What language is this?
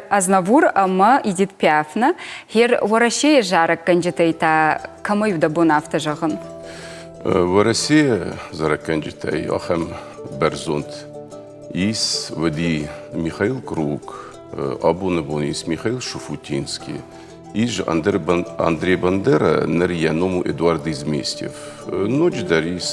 Ossetic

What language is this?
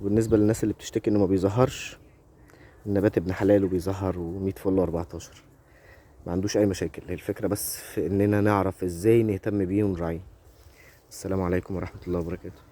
Egyptian Arabic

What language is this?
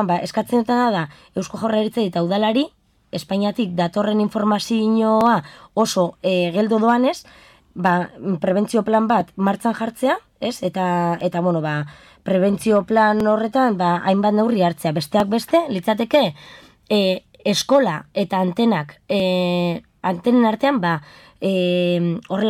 Basque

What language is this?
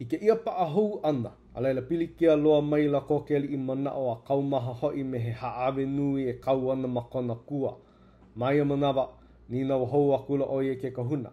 Hawaiian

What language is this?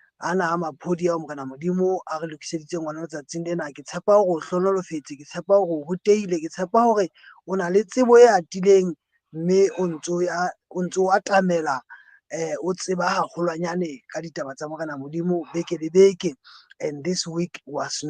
Southern Sotho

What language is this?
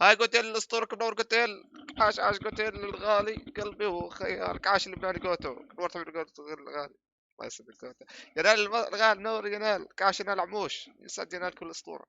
North Levantine Arabic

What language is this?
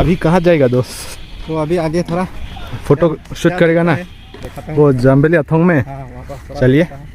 Karbi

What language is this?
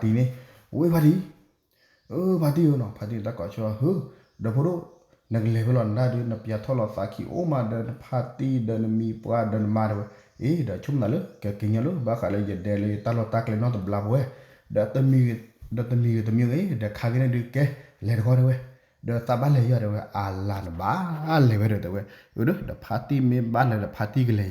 S'gaw Karen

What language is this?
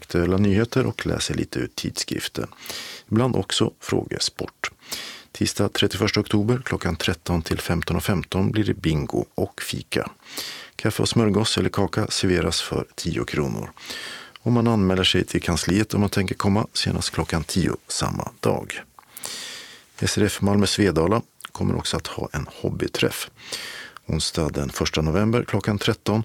Swedish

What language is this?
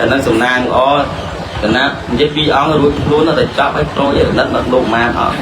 Khmer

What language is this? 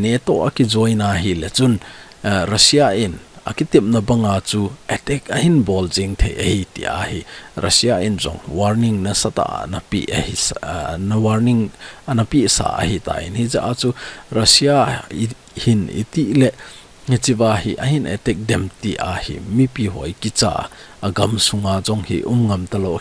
Thado Chin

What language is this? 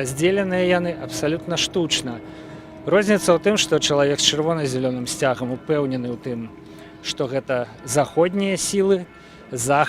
Belarusian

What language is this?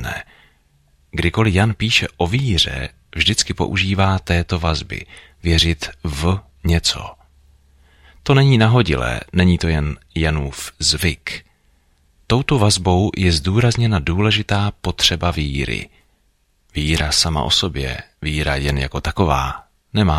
Czech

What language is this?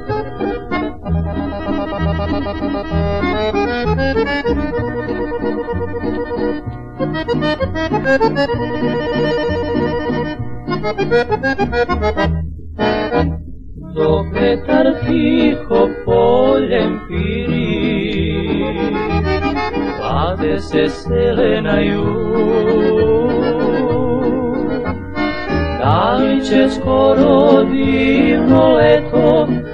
Serbian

